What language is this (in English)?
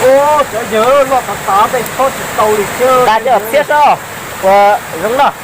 Hmong